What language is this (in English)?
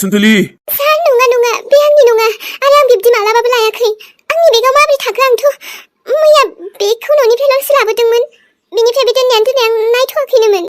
Bodo